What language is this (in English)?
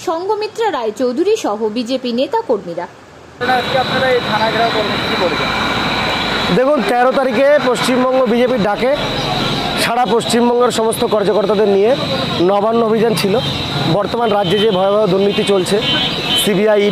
Bangla